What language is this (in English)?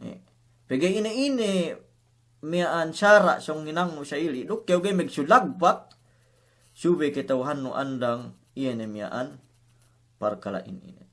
Yakan